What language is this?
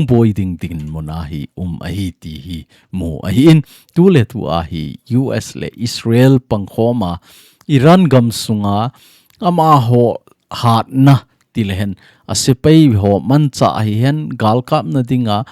Thado Chin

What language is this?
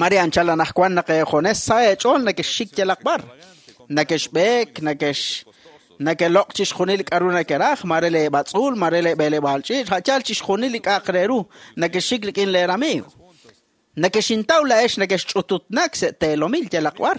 Kekchí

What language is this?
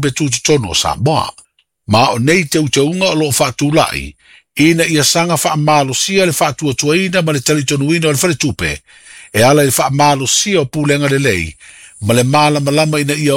Samoan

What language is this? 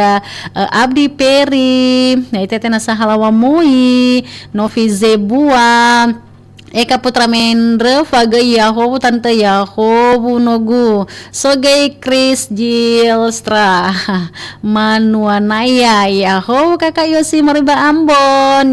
Nias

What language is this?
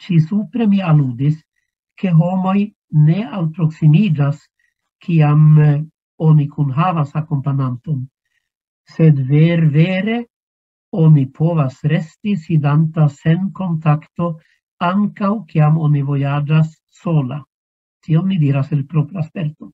Esperanto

